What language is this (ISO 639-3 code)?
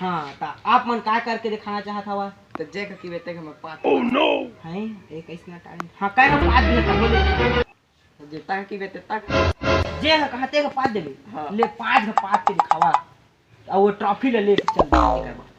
hne